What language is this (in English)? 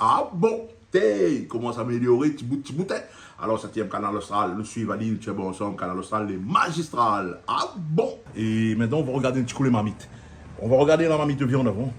Réunion Creole French